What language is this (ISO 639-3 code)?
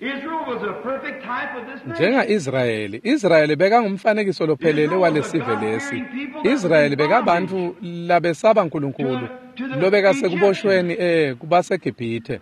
ssw